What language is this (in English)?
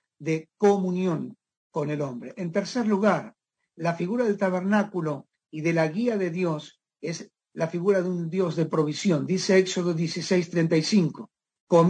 Spanish